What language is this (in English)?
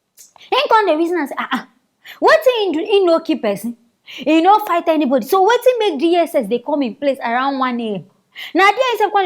Nigerian Pidgin